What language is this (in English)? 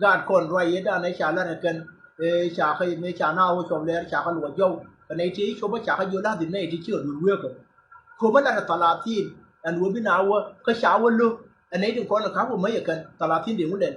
Nuer